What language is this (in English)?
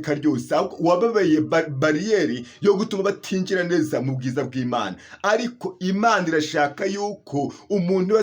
Kinyarwanda